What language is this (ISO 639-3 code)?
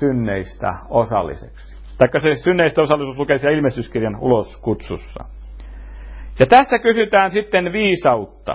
fin